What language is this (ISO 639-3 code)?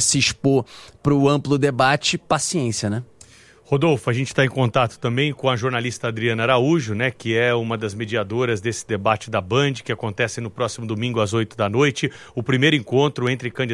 por